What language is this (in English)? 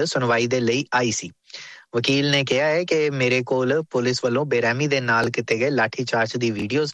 Punjabi